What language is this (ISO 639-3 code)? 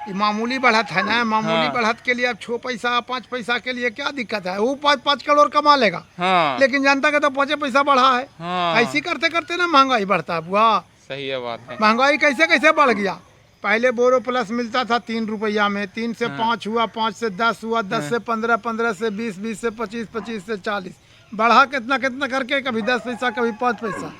mag